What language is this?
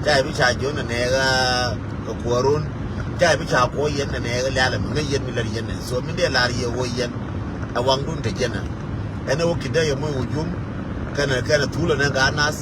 Nuer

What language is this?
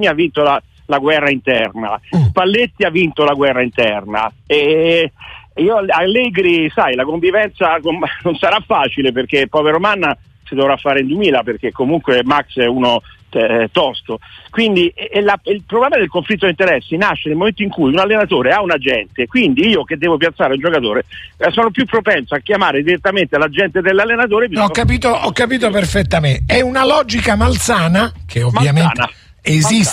Italian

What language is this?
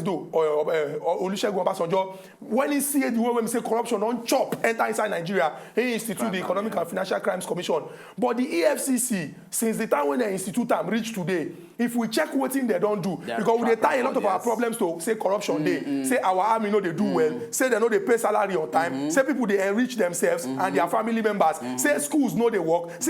Nigerian Pidgin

